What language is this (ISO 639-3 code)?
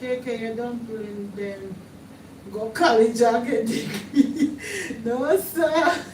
jam